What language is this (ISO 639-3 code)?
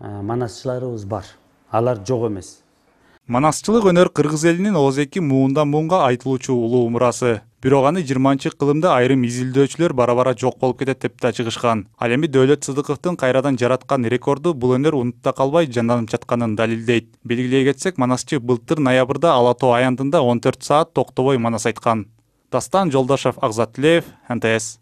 kir